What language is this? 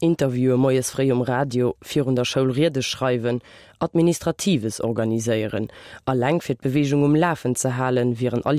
Luxembourgish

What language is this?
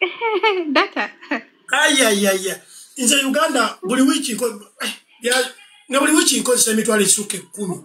Ganda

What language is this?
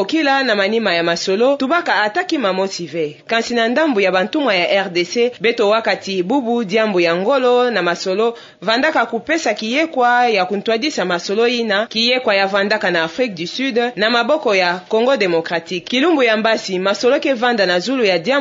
Kituba (Democratic Republic of Congo)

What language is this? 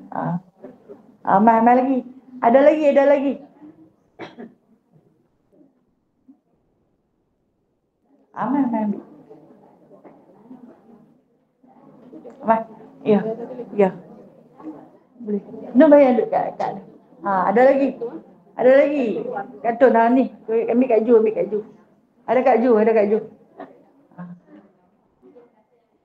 Malay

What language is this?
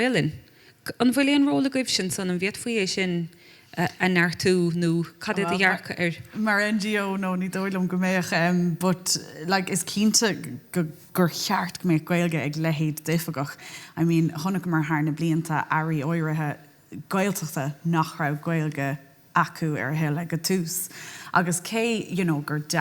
Irish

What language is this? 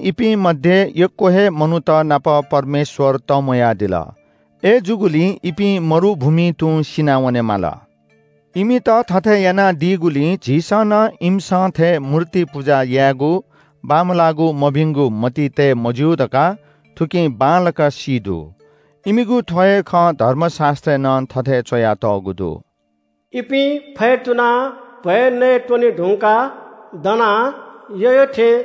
Newari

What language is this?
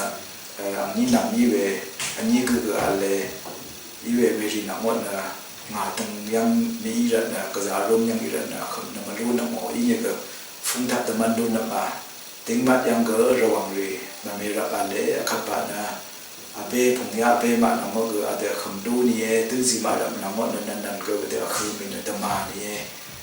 Rawang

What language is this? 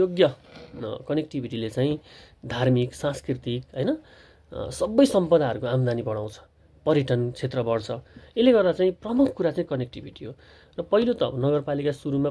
Nepali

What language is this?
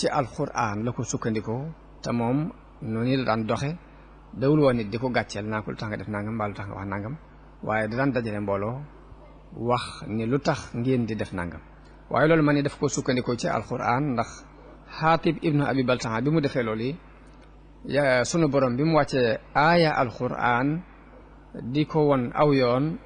Wolof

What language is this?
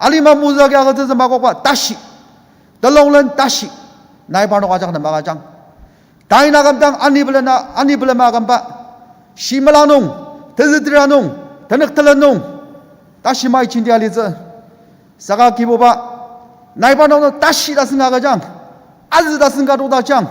Ao Naga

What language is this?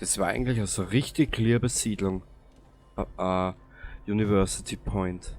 Bavarian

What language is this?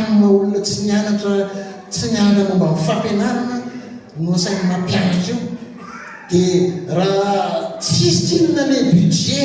Malagasy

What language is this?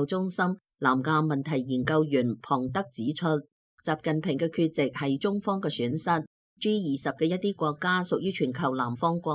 Cantonese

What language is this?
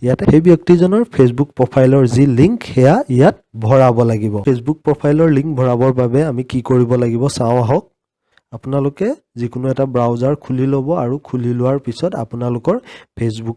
Assamese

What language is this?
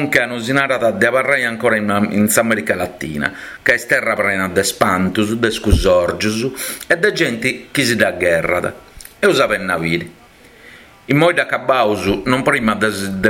Sardinian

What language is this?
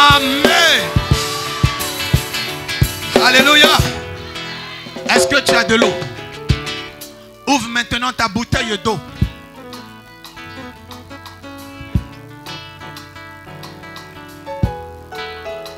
French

